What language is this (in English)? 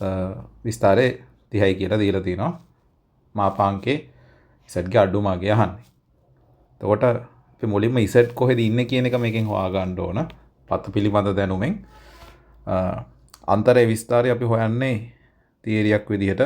Sinhala